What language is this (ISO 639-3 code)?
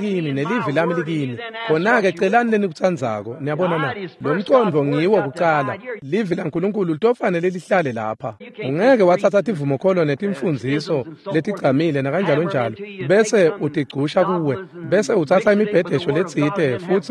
ssw